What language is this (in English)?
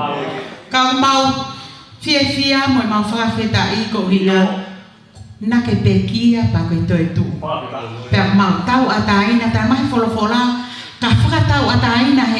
Tongan